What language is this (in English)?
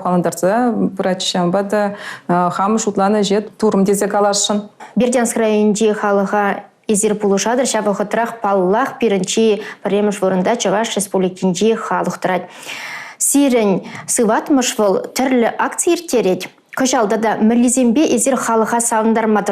Chuvash